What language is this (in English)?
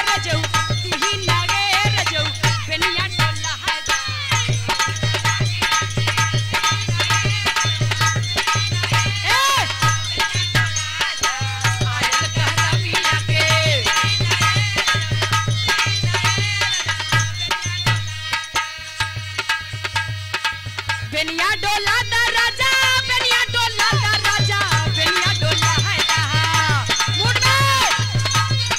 Bhojpuri